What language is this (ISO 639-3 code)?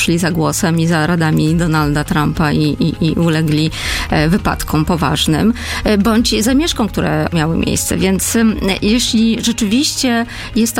pol